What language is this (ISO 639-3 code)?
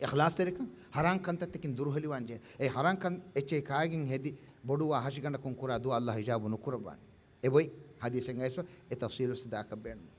div